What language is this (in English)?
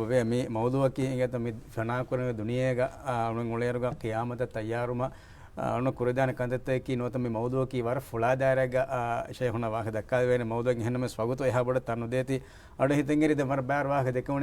Divehi